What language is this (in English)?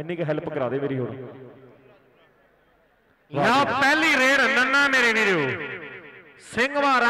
Punjabi